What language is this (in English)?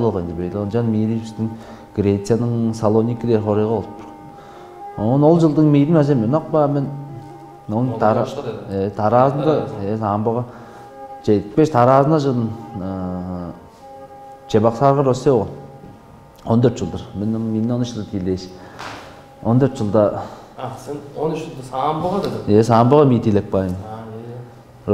Tuvinian